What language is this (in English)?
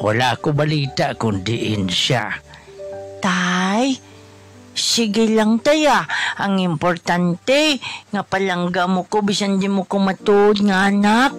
Hiligaynon